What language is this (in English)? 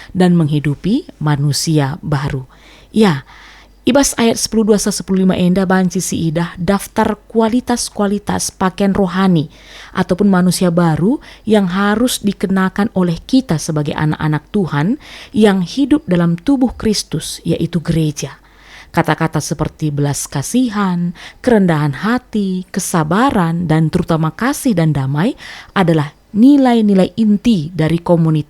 Batak Karo